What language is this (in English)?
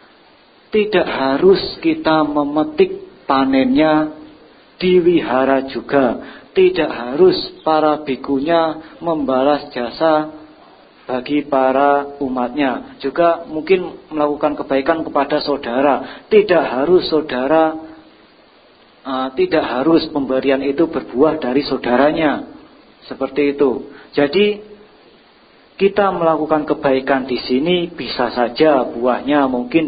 Indonesian